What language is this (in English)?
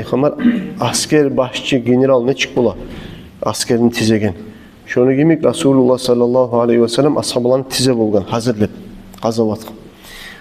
Kumyk